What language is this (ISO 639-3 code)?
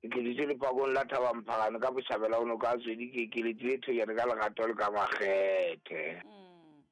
sot